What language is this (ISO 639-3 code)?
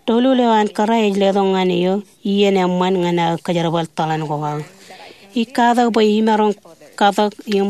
mah